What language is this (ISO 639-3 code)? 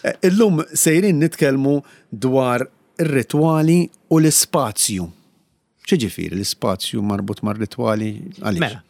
mlt